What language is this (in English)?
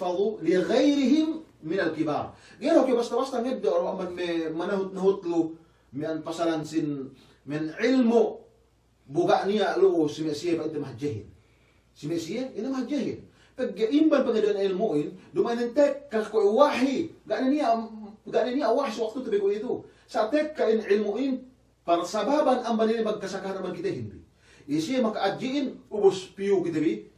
Yakan